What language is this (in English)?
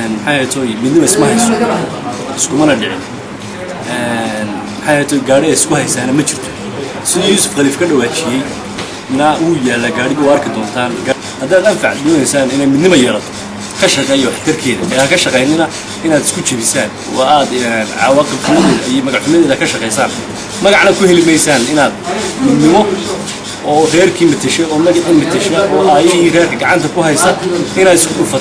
Somali